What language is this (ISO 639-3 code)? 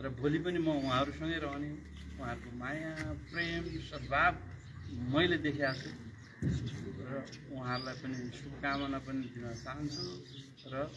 nep